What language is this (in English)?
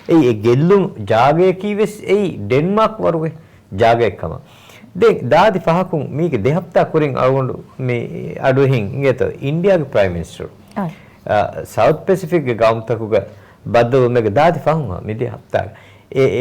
Divehi